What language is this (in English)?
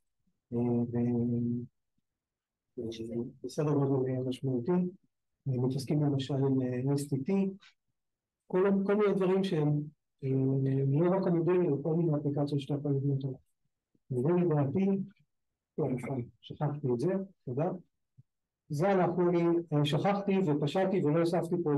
Hebrew